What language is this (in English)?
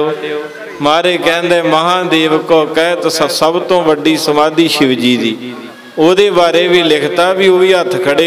Punjabi